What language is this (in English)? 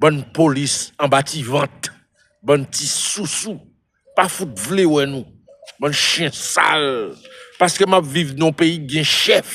Haitian Creole